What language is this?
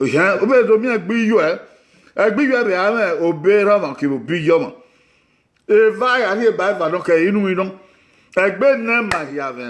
Bini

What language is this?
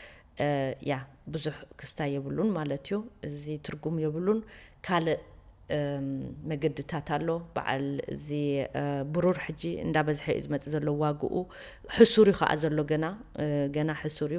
Tigrinya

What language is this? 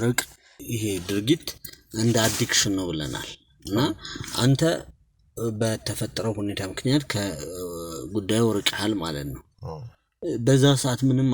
Amharic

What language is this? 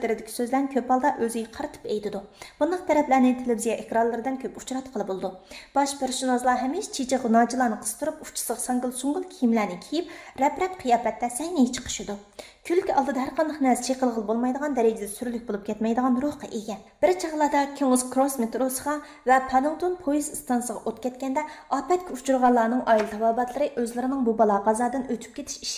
Uyghur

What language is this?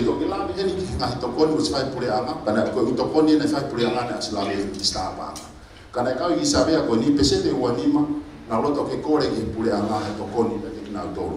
Tongan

